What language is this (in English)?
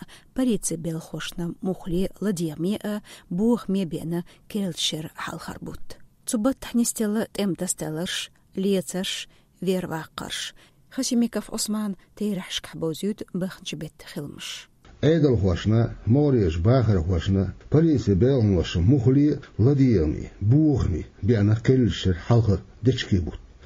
Chechen